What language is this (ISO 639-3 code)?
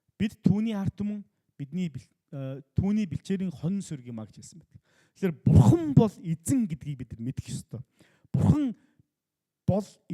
mon